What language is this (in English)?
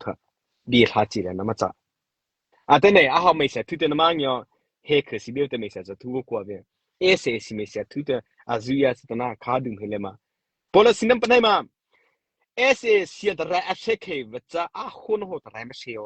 Mara Chin